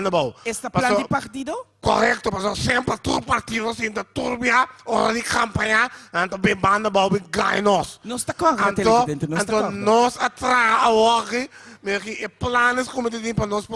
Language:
Papiamento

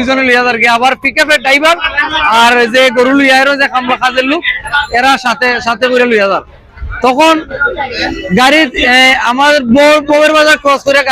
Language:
Sylheti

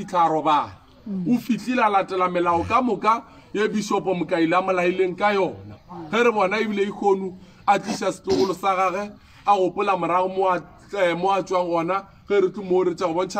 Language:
Northern Sotho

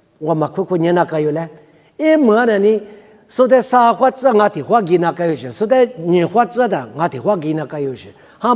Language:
Lisu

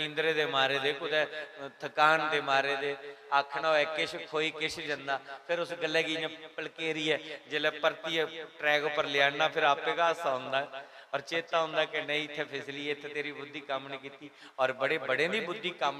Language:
Dogri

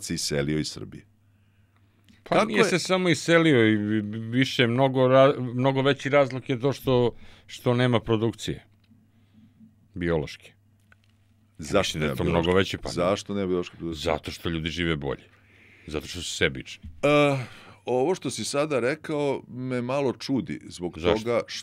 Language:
Serbian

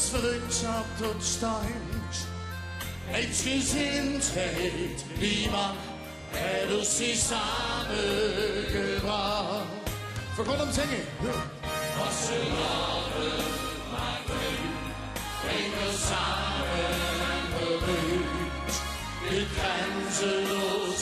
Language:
Limburgish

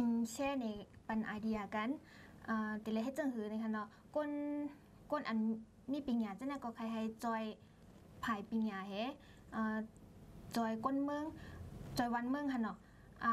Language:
Shan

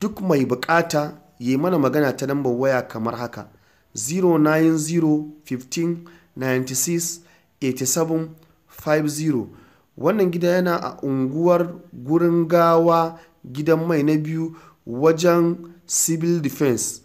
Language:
Hausa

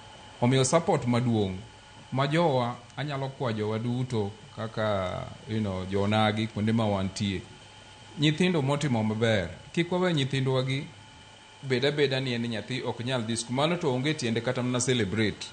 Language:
Luo (Kenya and Tanzania)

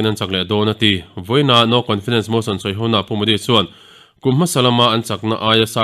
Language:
Mizo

